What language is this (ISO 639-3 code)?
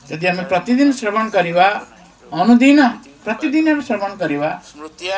ori